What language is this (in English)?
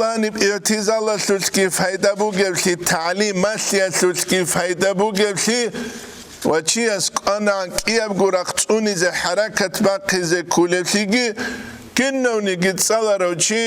Avaric